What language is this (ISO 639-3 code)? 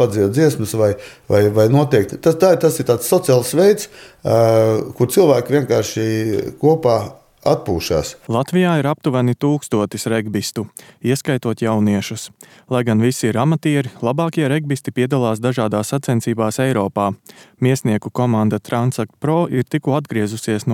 lav